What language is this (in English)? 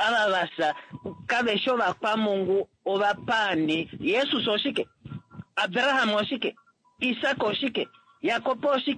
Kuanyama